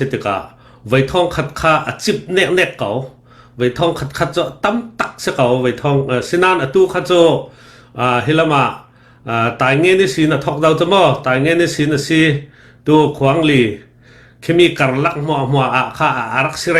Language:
Falam Chin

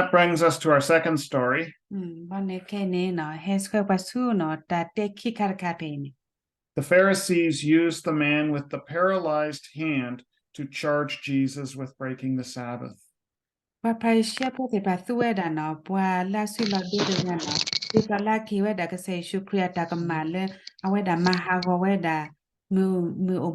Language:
S'gaw Karen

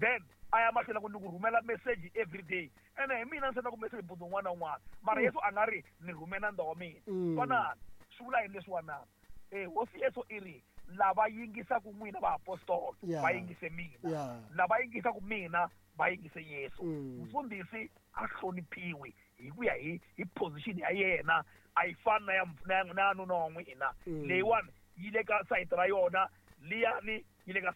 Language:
Tsonga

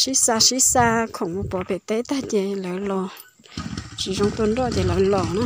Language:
Hmong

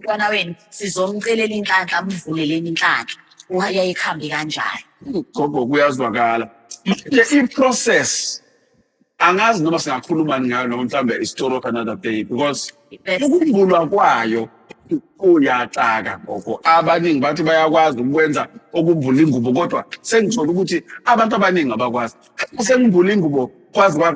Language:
Zulu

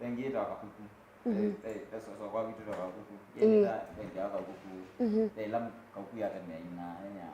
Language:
Kamba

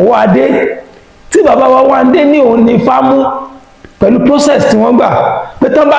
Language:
Yoruba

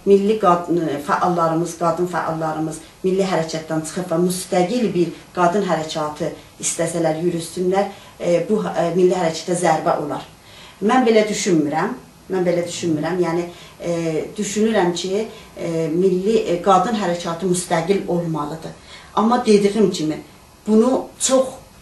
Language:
South Azerbaijani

